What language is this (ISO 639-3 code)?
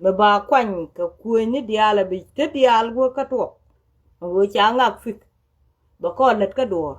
nus